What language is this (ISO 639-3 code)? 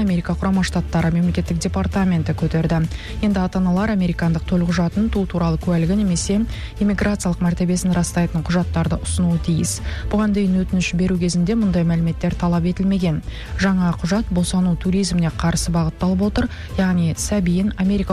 kaz